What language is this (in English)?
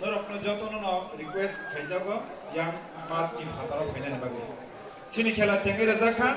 Kok Borok